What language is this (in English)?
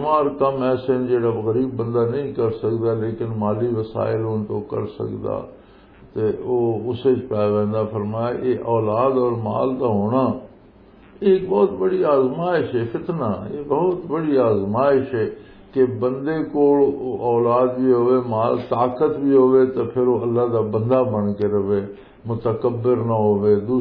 Western Panjabi